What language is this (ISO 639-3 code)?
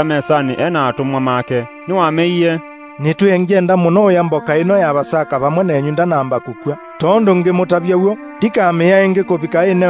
kam